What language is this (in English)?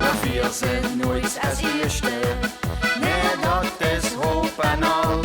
Limburgish